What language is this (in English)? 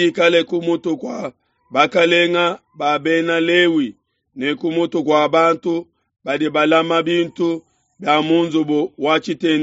Luba-Lulua